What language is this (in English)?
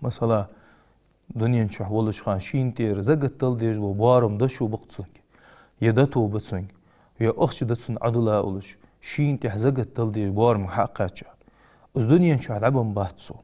Ingush